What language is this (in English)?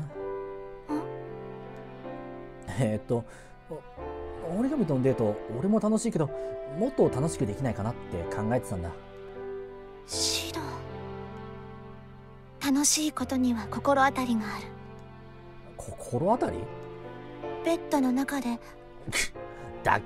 Japanese